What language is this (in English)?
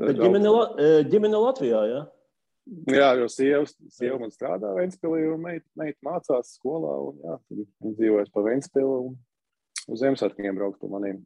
Latvian